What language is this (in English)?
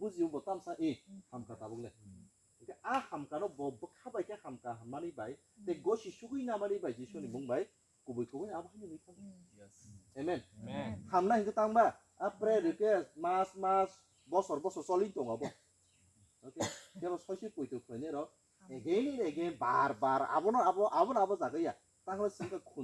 Kok Borok